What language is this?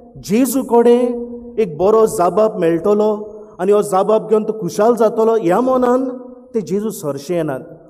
Konkani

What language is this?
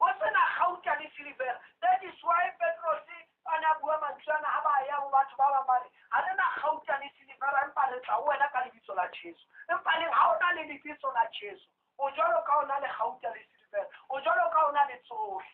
Southern Sotho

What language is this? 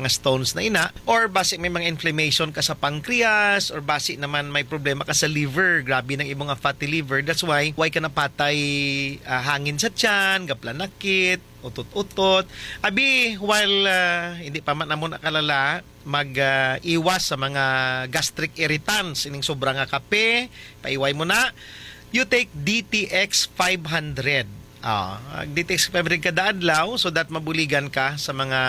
Hiligaynon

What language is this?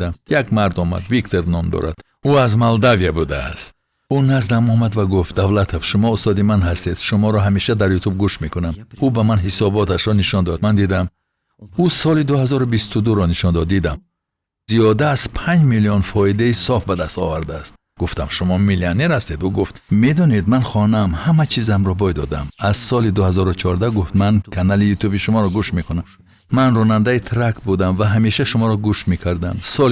Tajik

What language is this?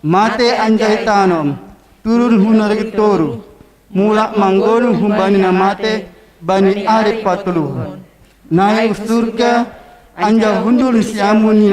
Batak Simalungun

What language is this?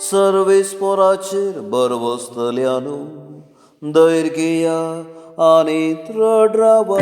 Konkani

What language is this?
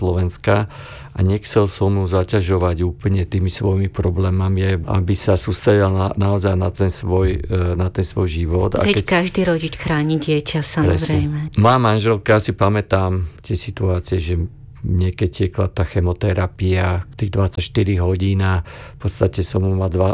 Slovak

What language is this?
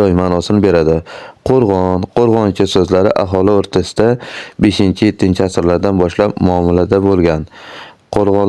Uzbek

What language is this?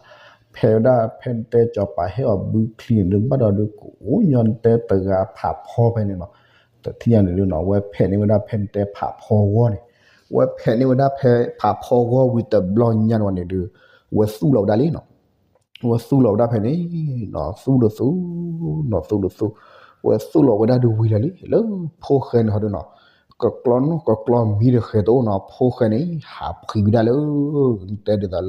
S'gaw Karen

